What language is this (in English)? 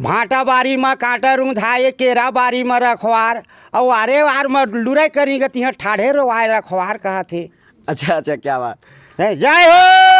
Chhattisgarhi